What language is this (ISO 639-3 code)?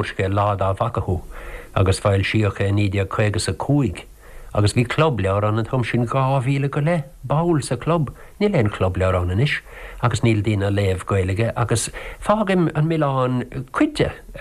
gle